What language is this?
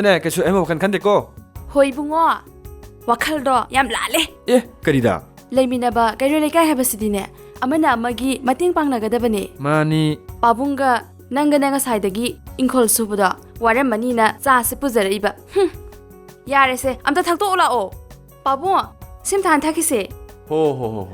Manipuri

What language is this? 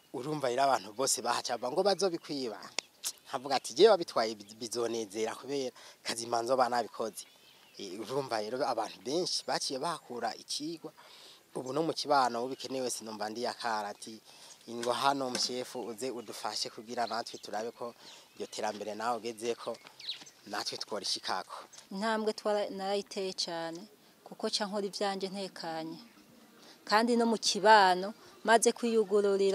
Rundi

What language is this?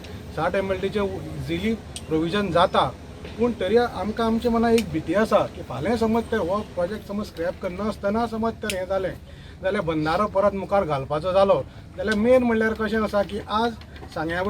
Konkani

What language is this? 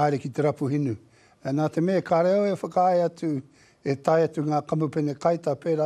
Māori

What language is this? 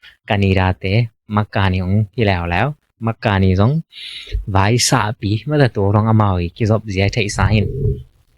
Tedim Chin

